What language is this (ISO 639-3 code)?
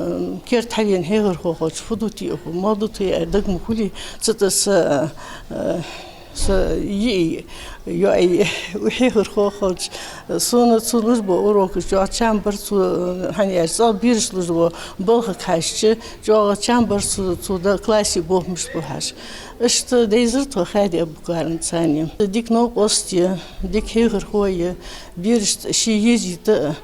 inh